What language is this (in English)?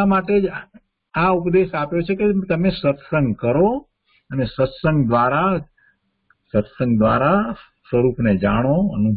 Gujarati